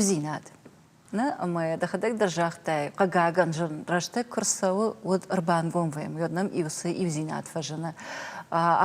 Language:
Ossetic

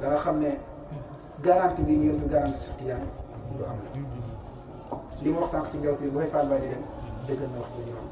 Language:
Wolof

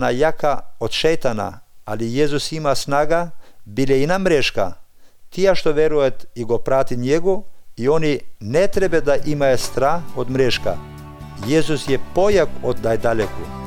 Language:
Macedonian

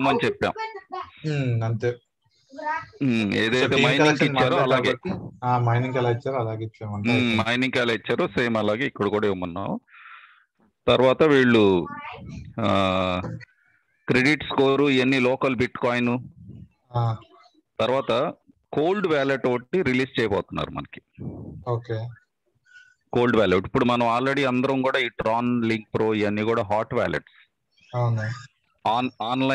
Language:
Telugu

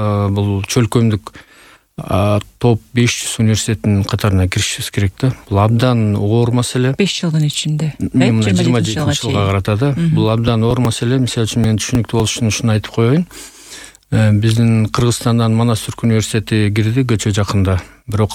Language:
Kyrgyz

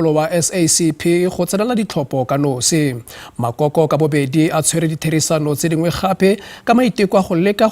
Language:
Tswana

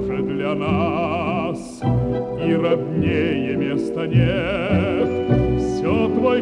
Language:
Russian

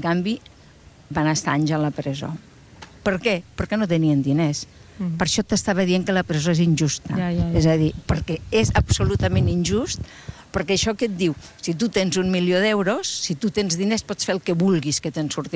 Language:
Catalan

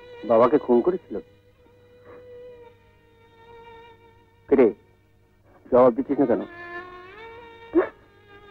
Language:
Bangla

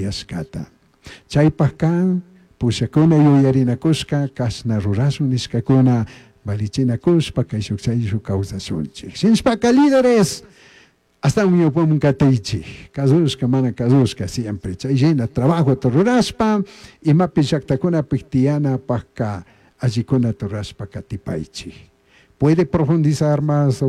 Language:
Chimborazo Highland Quichua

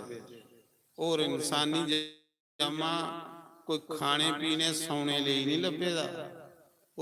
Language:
Dogri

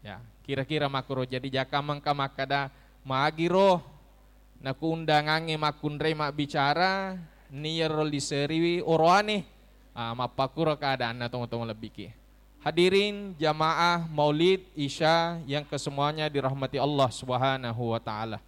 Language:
Buginese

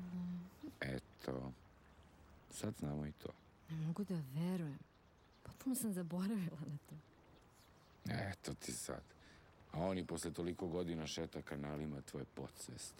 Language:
Serbian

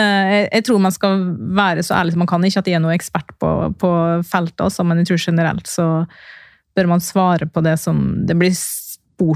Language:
Norwegian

